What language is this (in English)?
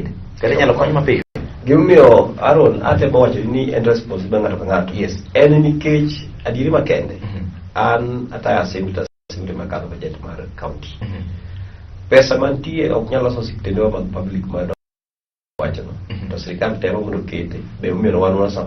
Luo (Kenya and Tanzania)